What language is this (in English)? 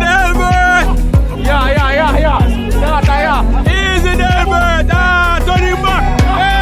Jamaican Creole English